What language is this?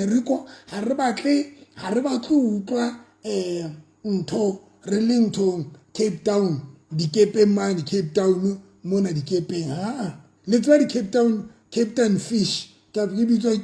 Southern Sotho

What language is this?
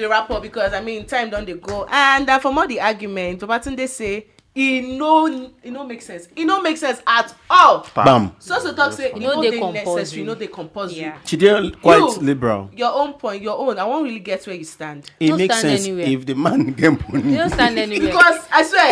Nigerian Pidgin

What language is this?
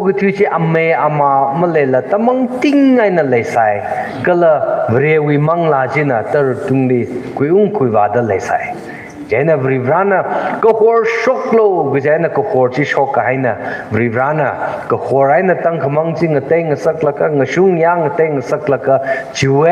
Tangkhul Naga (India)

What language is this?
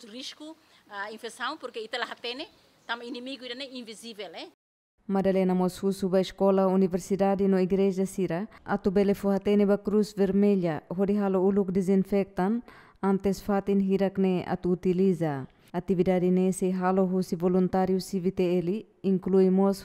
Tetum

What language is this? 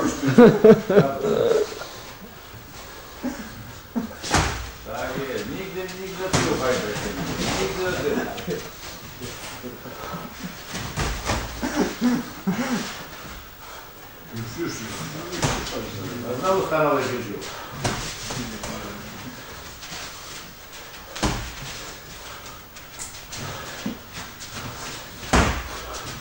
Polish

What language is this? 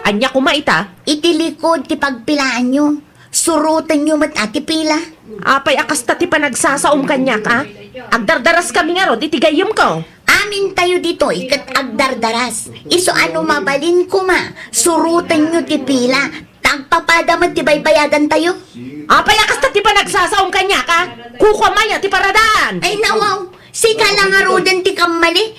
Iloko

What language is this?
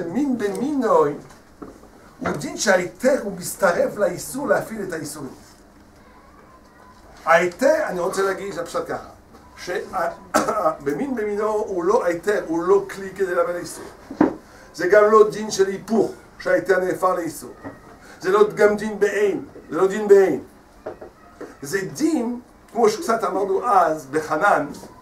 Hebrew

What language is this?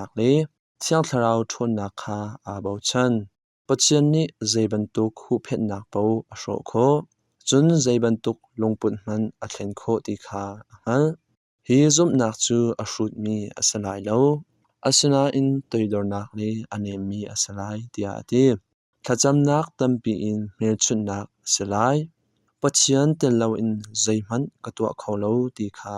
Hakha Chin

